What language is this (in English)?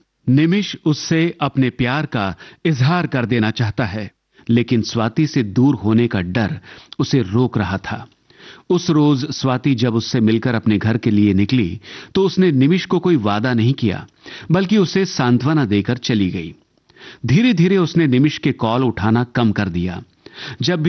Hindi